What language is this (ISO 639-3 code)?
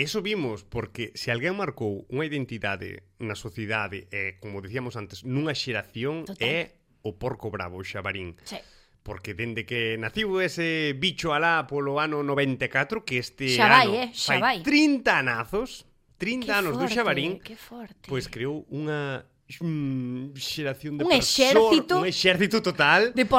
glg